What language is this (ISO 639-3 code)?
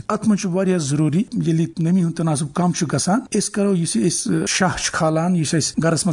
kas